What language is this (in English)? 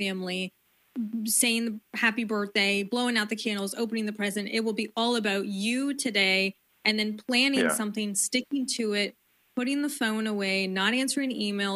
English